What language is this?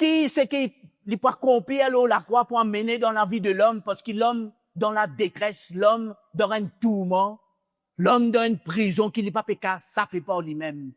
Morisyen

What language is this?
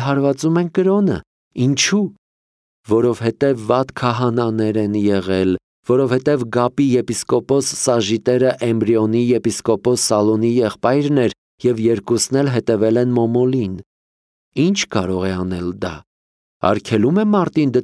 Armenian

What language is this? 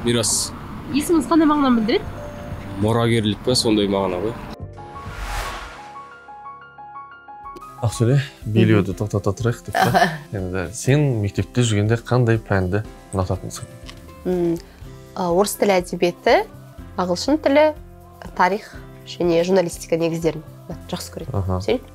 Kazakh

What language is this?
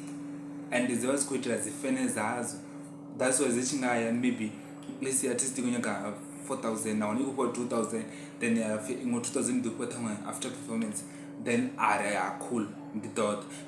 Venda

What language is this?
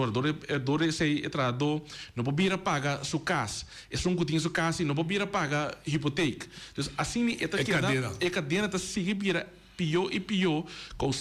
Papiamento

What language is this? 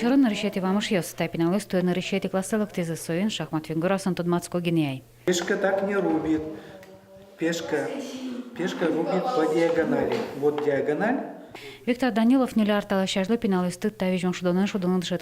Udmurt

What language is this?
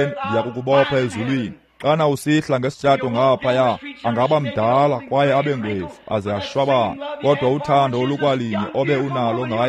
Xhosa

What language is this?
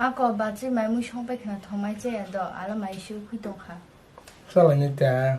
Kok Borok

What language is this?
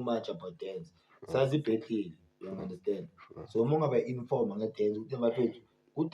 Zulu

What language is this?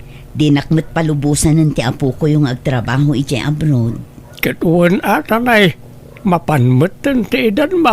Iloko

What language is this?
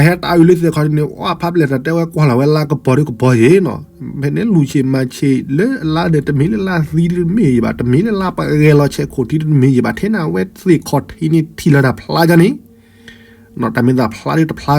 S'gaw Karen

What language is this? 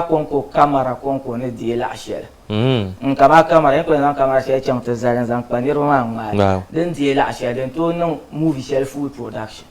Dagbani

